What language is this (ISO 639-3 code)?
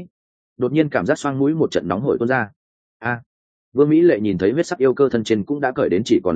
vie